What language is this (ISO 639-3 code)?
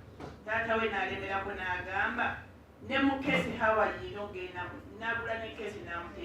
lug